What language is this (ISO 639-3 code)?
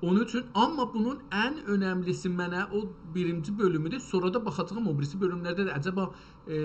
azb